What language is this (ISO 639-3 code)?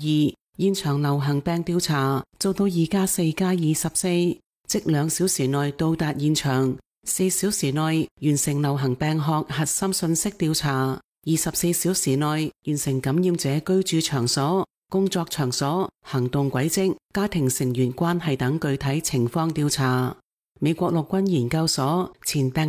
yue